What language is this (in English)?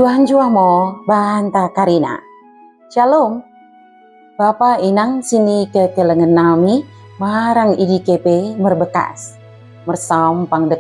Batak Dairi